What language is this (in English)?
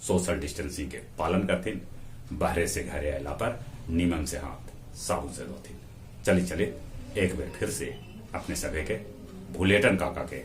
Magahi